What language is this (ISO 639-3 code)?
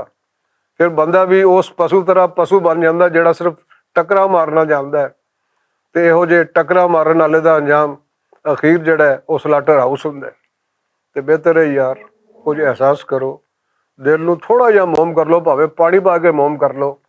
lah